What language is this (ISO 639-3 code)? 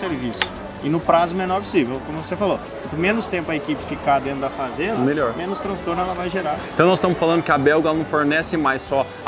por